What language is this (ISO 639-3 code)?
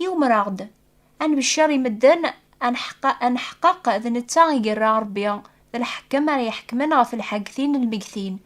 kab